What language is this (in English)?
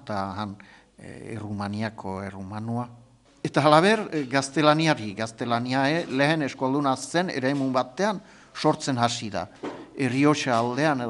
Basque